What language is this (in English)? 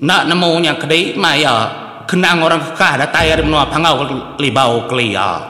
Iban